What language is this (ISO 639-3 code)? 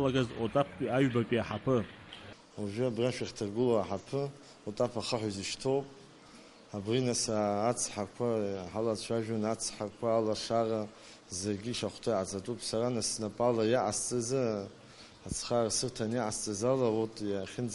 abk